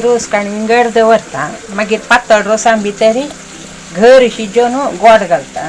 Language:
Konkani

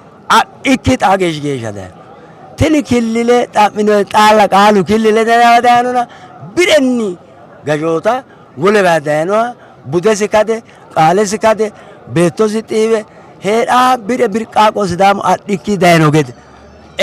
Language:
Sidamo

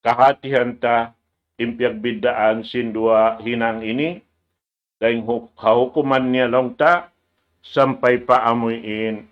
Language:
Tausug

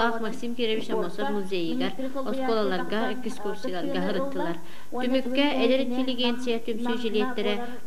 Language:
Yakut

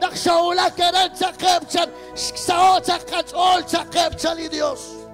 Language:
Kekchí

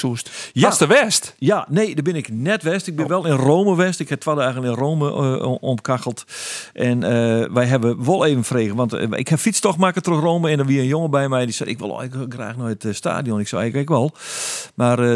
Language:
Western Frisian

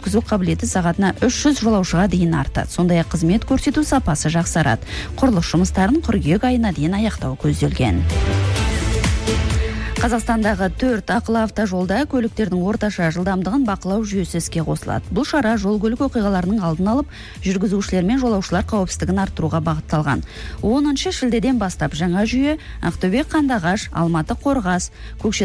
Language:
Kazakh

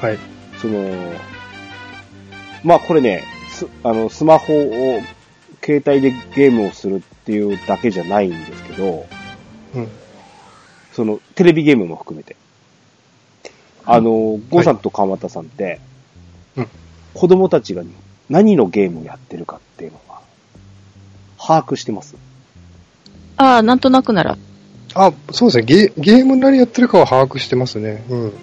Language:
Japanese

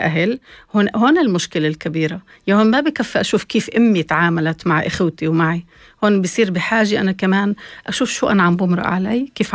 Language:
North Levantine Arabic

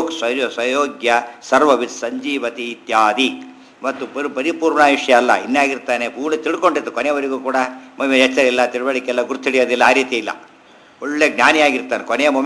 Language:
Kannada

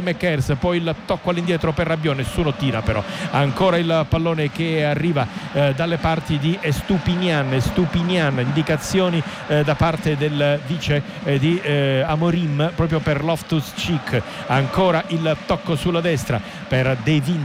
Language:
Italian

